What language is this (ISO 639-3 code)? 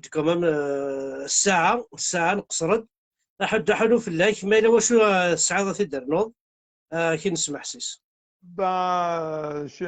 kab